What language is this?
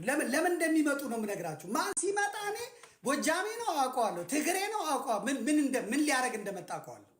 Amharic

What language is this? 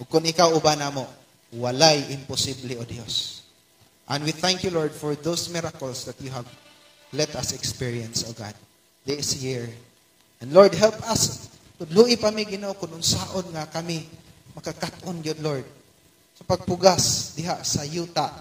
Cebuano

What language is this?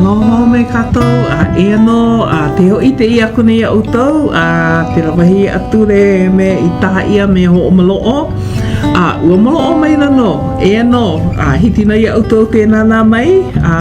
Hawaiian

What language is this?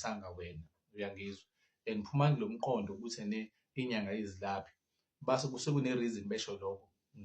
Zulu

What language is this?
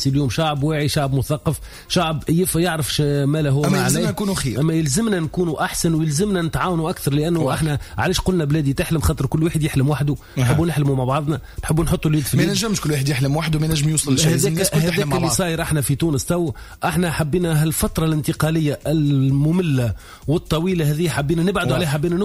Tunisian Arabic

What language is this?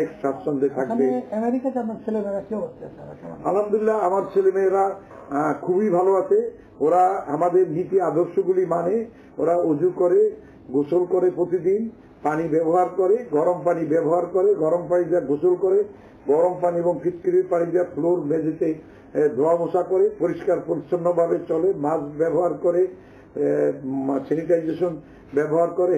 Bangla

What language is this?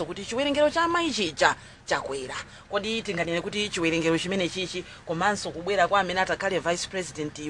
Nyanja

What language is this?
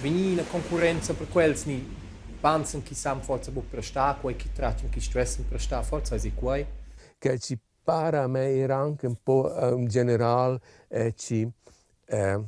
Romansh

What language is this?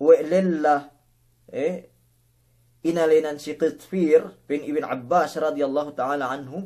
Yakan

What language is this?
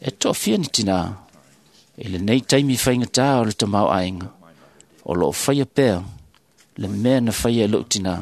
Samoan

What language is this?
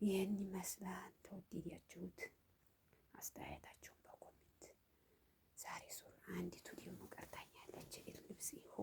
Amharic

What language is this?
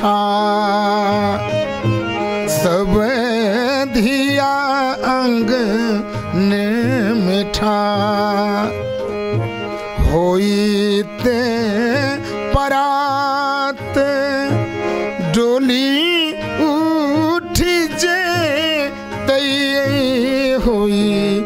Maithili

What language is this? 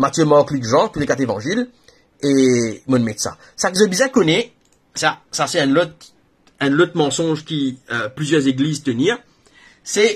Morisyen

